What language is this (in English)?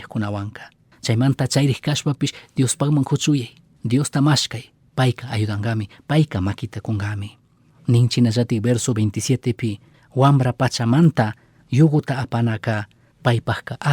Chimborazo Highland Quichua